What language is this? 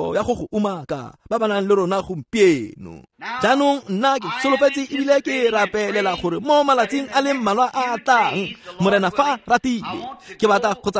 Tswana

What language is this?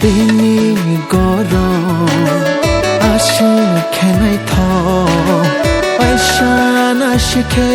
Kok Borok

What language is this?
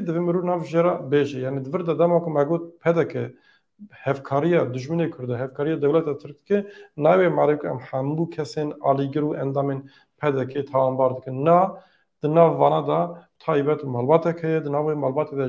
Kurdish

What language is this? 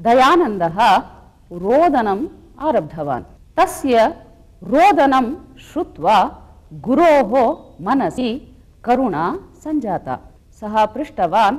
Sanskrit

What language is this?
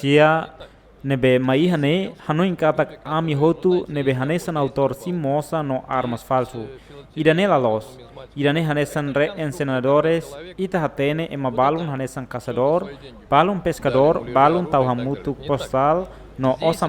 Tetum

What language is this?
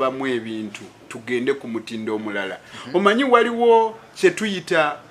Ganda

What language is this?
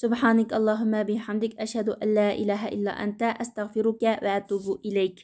Uyghur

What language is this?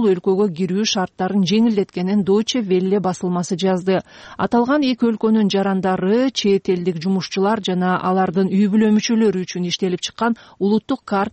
Kyrgyz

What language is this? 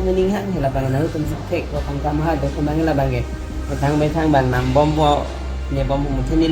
Karbi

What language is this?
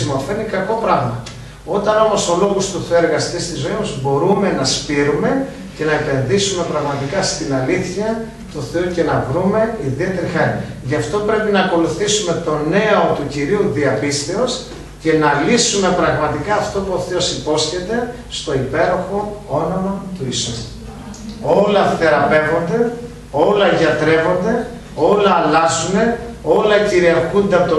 Greek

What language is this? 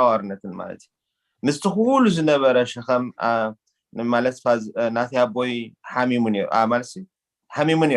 Tigrinya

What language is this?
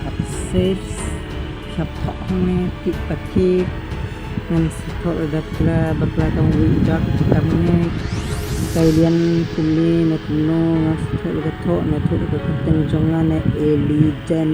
Khasi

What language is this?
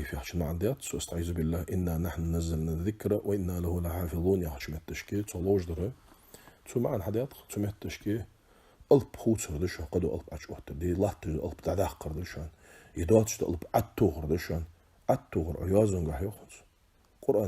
Ingush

